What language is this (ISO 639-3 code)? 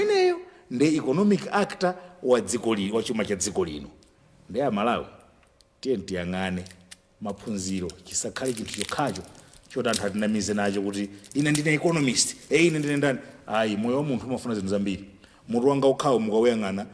nya